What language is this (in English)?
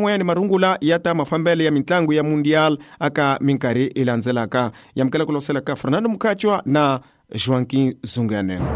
Tsonga